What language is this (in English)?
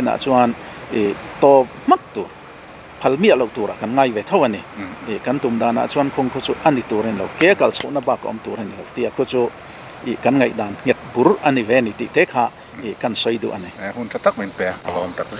Mizo